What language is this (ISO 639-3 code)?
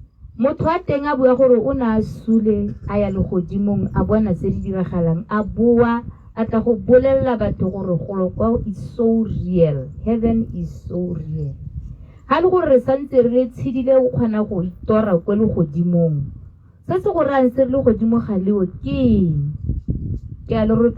tsn